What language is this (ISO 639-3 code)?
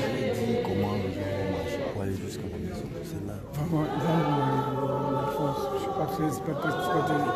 dua